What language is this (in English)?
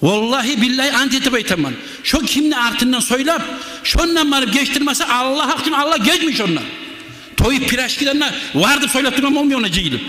Kumyk